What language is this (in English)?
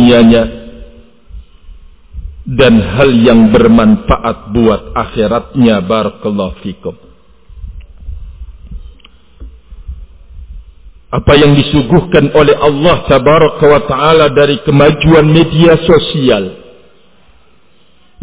Indonesian